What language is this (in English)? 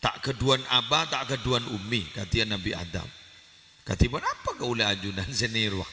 Madurese